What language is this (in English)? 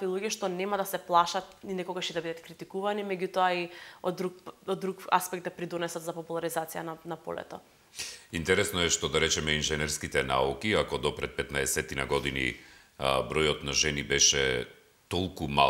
Macedonian